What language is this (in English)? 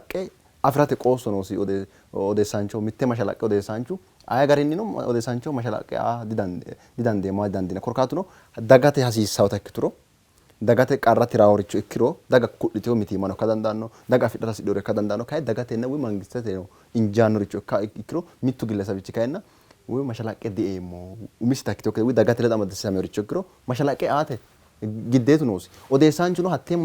Sidamo